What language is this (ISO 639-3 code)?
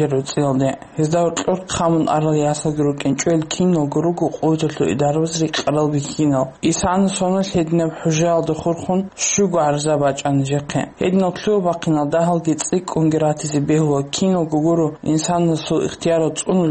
ava